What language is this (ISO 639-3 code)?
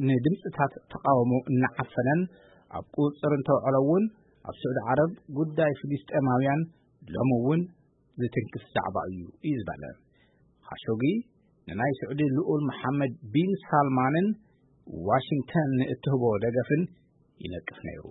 tir